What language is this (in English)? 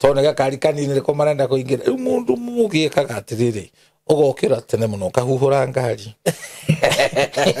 Kikuyu